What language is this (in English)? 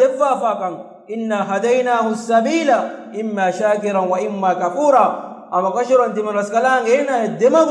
Divehi